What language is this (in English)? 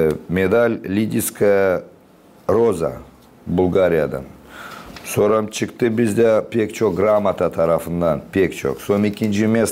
Gagauz